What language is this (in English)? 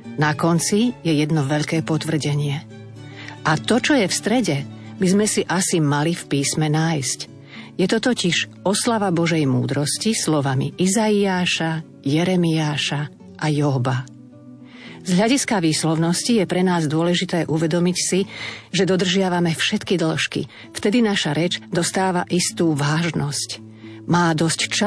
Slovak